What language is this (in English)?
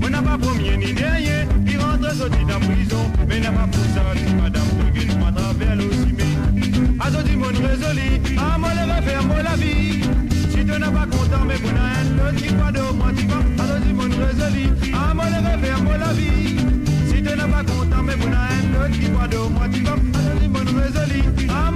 Morisyen